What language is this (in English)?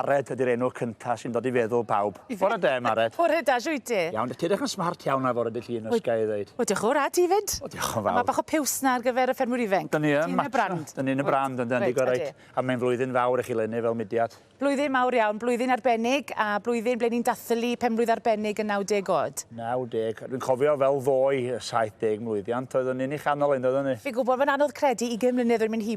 Welsh